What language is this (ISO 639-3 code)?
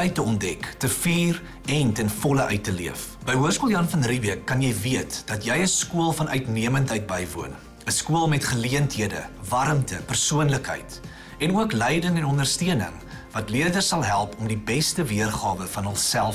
afr